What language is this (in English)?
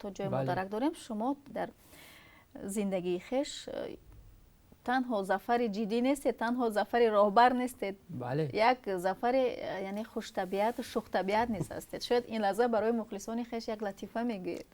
Tajik